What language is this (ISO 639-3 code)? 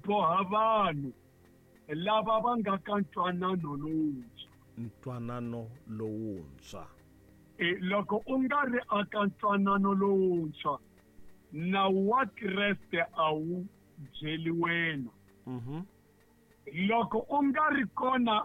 tso